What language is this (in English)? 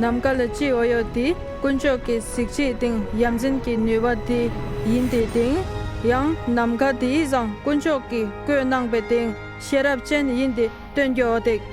Dolpo